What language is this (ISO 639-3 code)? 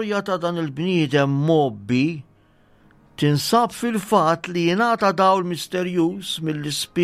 mlt